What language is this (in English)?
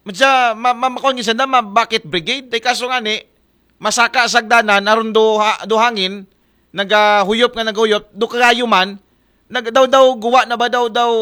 Aklanon